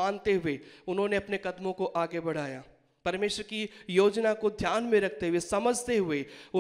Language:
Hindi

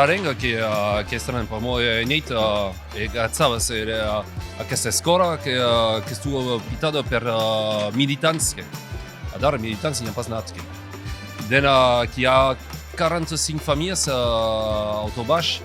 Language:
Occitan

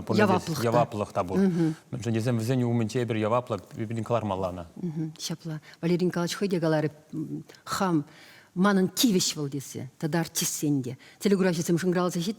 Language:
Chuvash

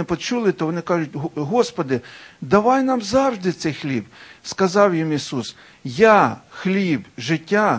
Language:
Ukrainian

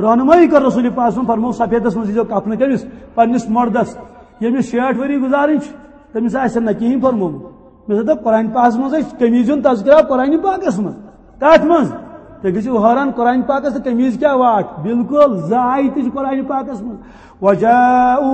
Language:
Kashmiri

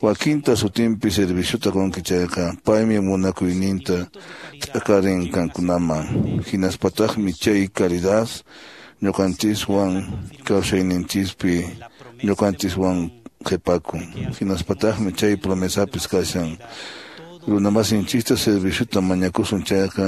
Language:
Quechua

